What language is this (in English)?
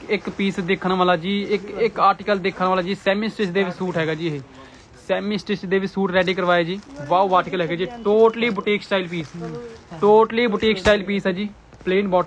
Punjabi